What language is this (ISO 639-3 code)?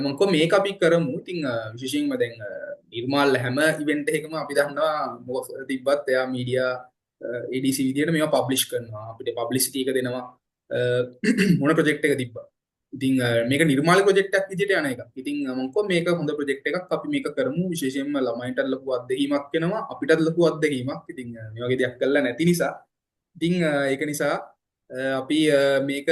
sin